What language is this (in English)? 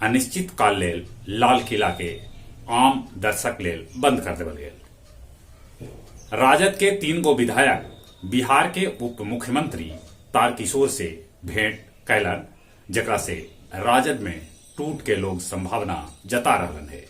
Magahi